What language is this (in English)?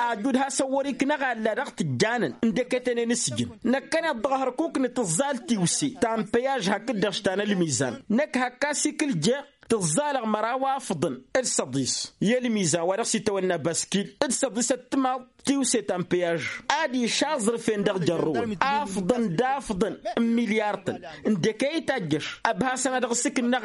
Tamasheq